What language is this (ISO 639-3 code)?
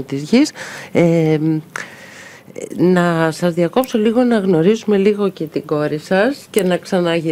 ell